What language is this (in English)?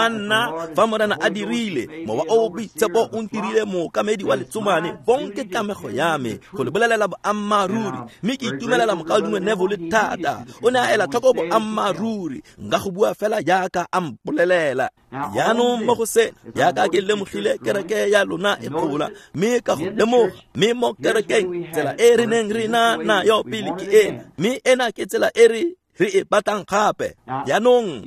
Tswana